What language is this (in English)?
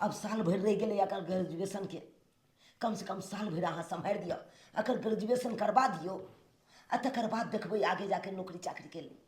Maithili